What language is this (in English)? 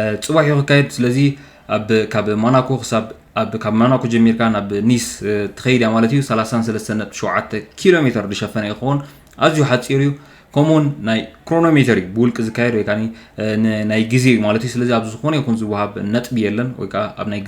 Tigrinya